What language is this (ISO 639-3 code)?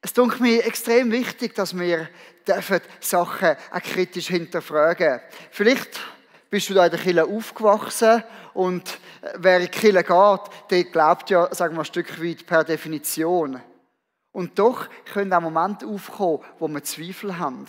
gsw